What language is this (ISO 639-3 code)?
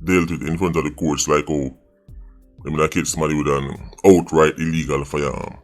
jam